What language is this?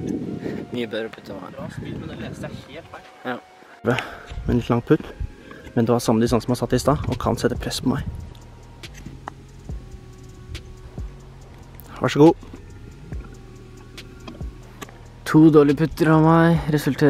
Norwegian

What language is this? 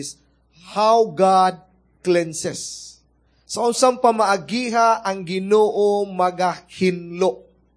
Cebuano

